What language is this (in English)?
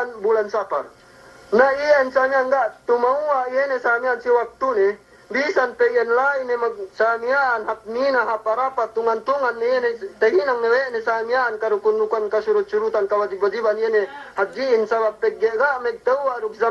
Yakan